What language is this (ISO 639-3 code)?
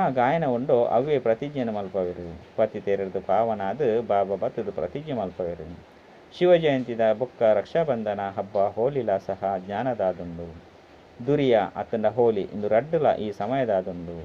tcy